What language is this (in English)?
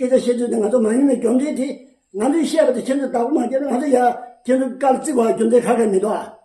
Tibetan